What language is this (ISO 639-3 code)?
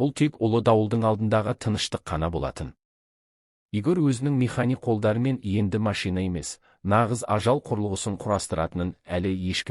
kaz